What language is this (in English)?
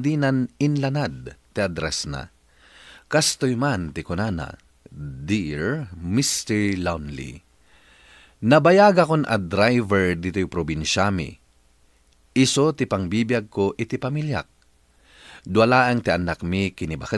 Iloko